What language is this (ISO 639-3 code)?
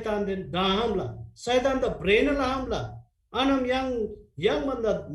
taj